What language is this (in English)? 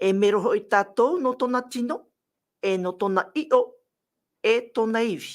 Tahitian